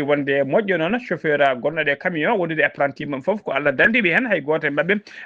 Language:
Fula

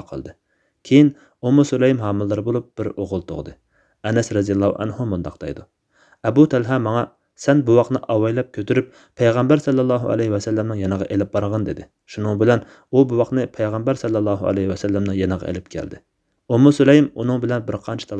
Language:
Uyghur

